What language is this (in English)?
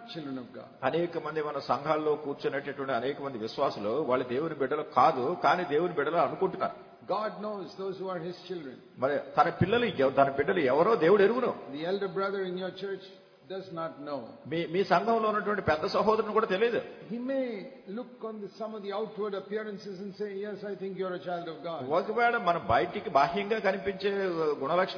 Telugu